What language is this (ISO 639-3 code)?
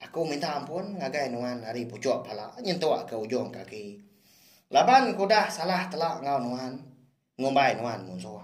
iba